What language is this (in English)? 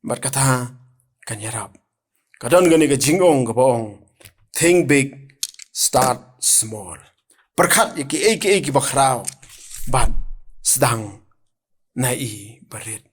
Khasi